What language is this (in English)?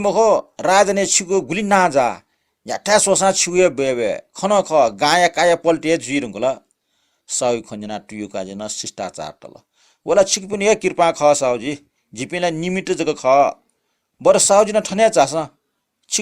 Newari